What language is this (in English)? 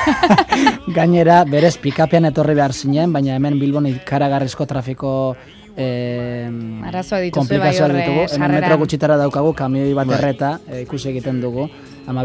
Basque